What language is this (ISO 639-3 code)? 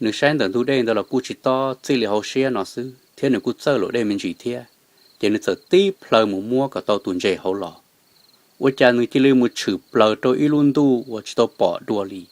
hmn